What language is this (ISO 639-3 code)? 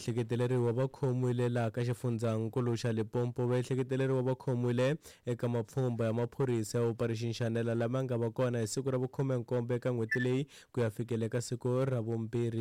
tso